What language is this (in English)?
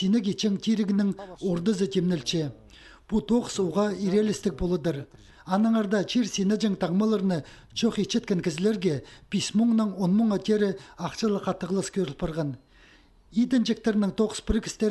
Khakas